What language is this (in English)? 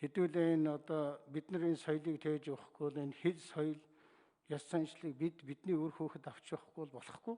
Mongolian